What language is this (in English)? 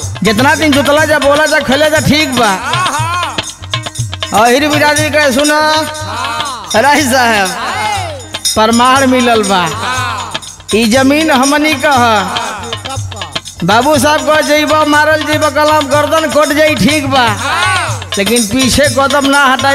Bhojpuri